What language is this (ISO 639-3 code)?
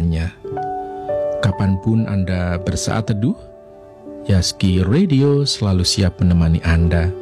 ind